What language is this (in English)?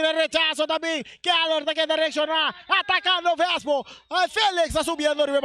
Papiamento